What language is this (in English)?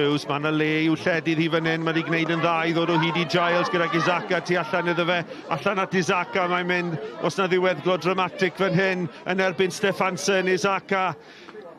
Welsh